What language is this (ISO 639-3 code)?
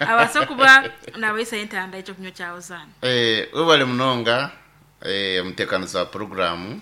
nyn